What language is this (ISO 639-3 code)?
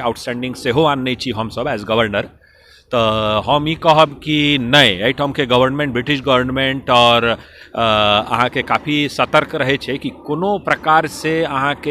mai